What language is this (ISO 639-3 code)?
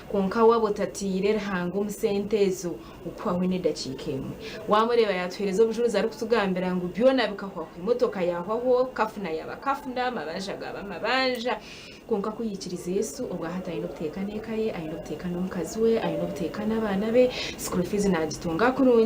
nyn